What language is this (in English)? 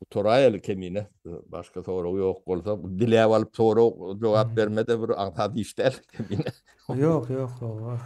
Turkmen